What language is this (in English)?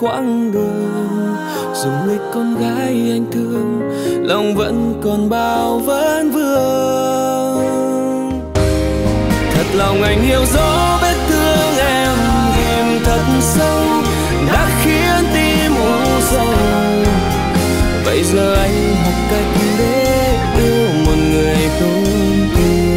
Vietnamese